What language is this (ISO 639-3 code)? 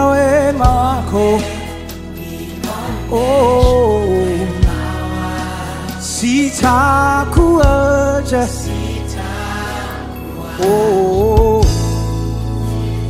swa